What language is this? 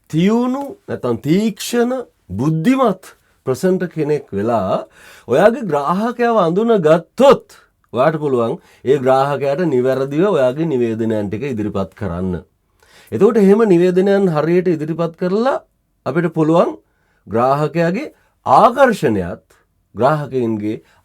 Sinhala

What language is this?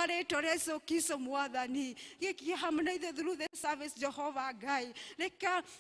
Kikuyu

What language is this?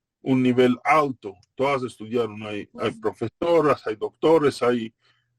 Ladino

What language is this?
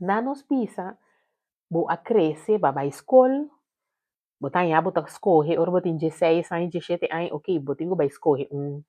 Papiamento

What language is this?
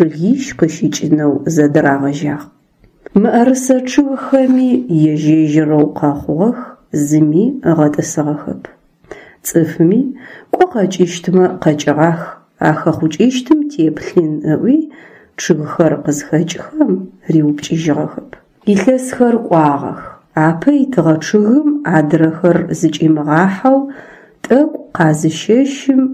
Adyghe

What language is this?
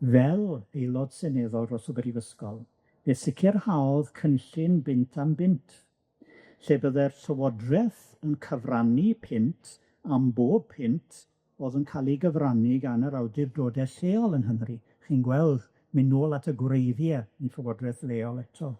Welsh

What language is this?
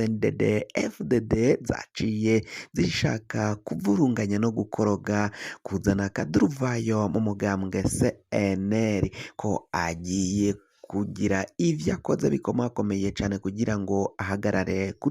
Rundi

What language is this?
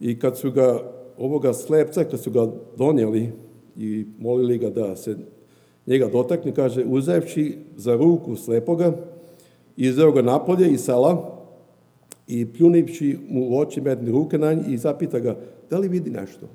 Serbian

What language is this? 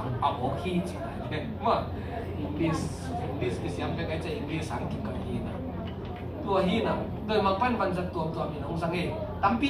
Tedim Chin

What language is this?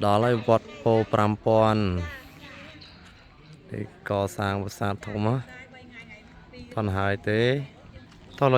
Khmer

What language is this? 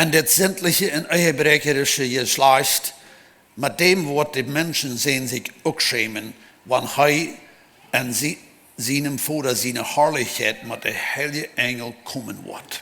Plautdietsch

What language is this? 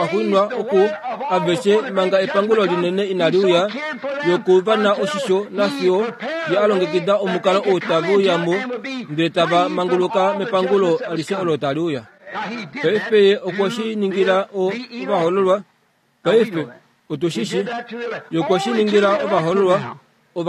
Kuanyama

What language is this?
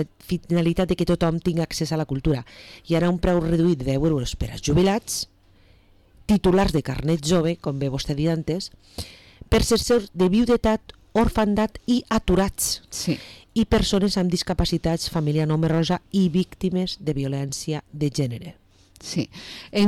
Catalan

